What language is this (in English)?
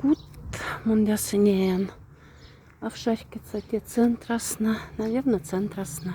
Moksha